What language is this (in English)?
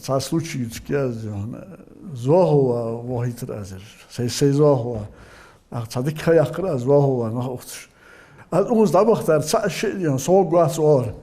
Ingush